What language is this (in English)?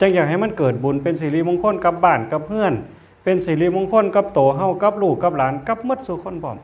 Northeastern Thai